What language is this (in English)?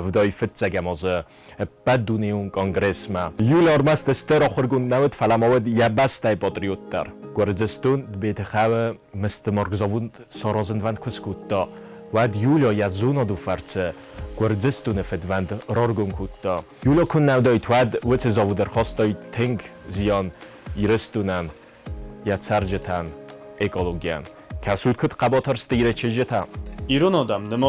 Ossetic